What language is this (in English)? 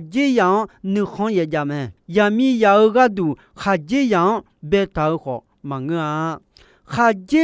Akha